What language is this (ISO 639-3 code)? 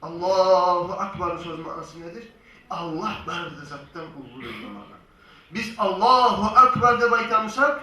kum